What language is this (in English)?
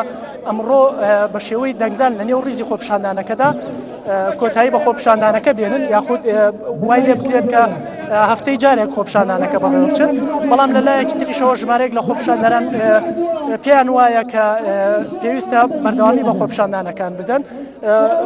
Central Kurdish